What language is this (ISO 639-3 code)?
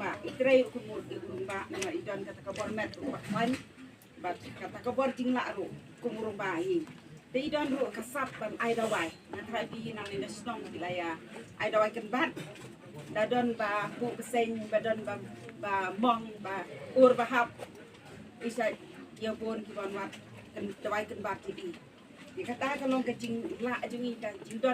kha